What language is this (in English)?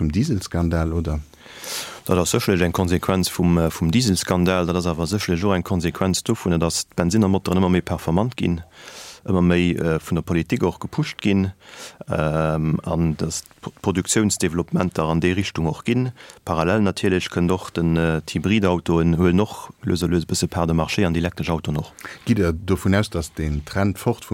Luxembourgish